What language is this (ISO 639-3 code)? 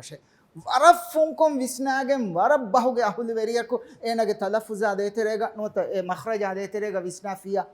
div